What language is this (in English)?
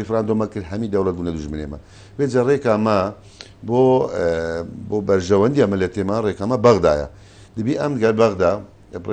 Central Kurdish